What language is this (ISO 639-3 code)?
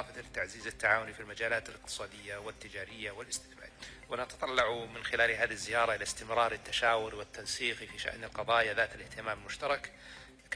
ara